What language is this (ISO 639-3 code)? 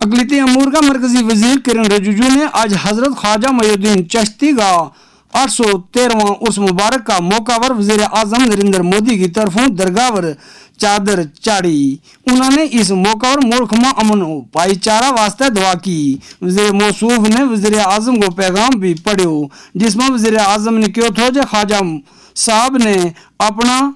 gju